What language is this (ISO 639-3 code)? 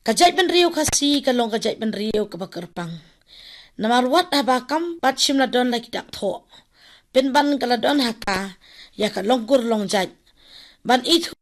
kha